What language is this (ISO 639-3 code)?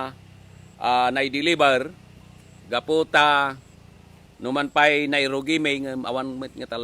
ilo